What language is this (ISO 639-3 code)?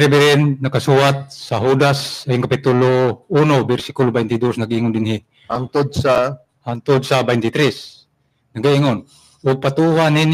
ceb